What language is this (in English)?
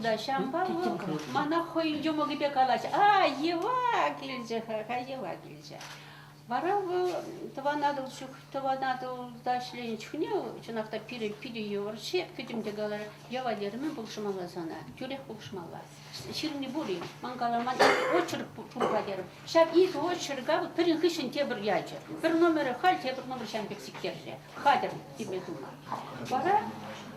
Chuvash